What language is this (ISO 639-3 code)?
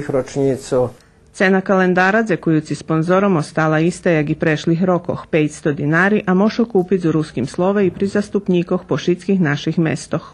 rue